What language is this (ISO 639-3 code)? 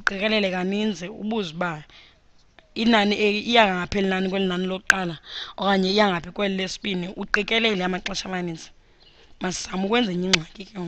xho